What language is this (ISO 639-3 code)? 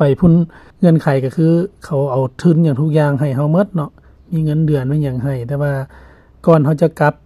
lao